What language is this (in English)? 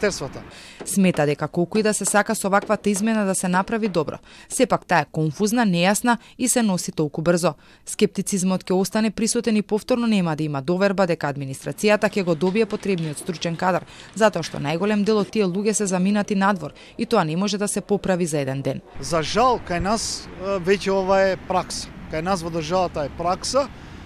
Macedonian